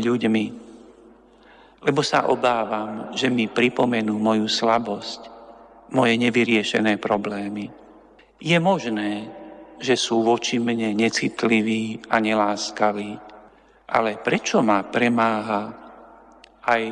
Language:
Slovak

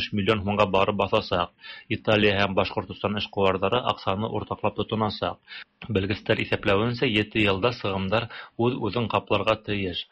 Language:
Tatar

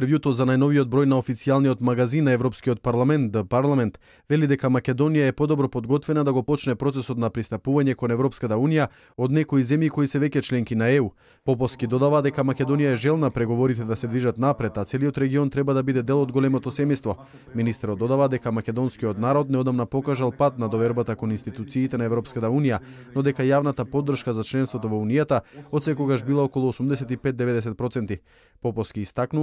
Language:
Macedonian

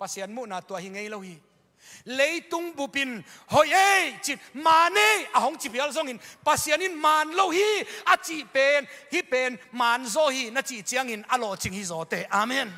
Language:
Tedim Chin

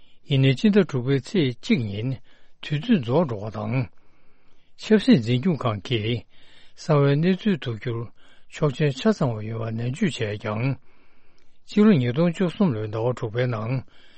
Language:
Tibetan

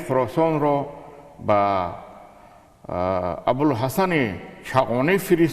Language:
Tajik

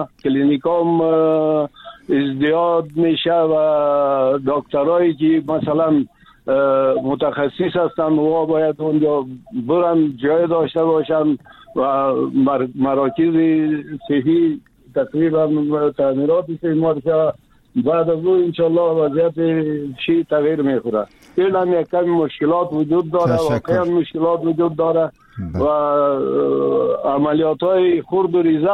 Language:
Persian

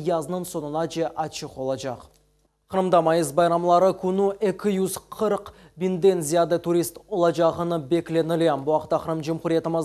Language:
Crimean Tatar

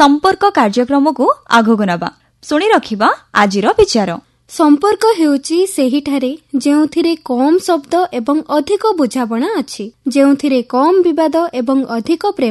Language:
Odia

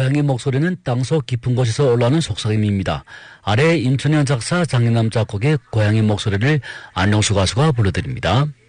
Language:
Korean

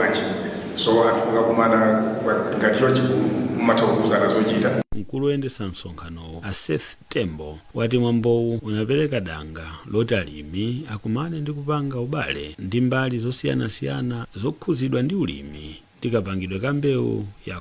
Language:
Nyanja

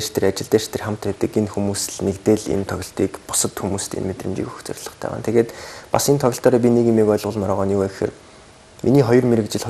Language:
Mongolian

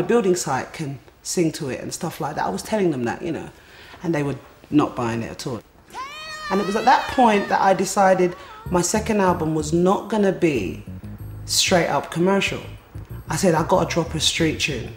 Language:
English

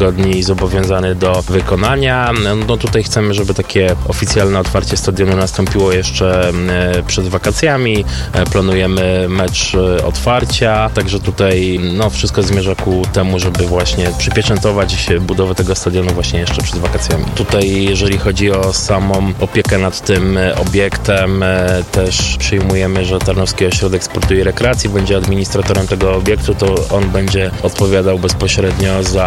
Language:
Polish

